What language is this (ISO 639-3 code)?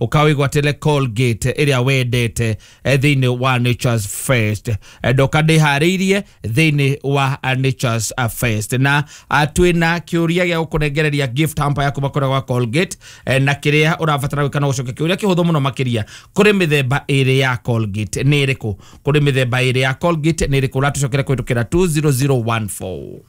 kik